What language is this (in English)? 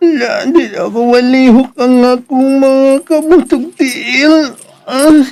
Cebuano